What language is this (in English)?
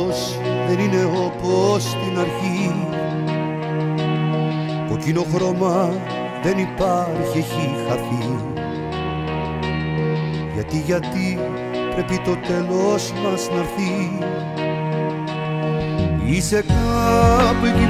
Greek